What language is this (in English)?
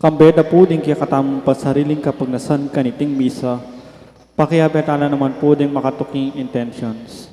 Pampanga